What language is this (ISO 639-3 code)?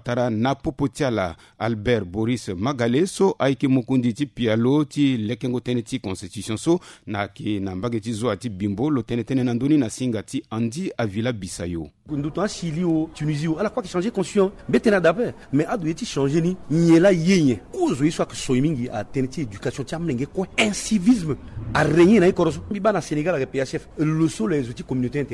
sag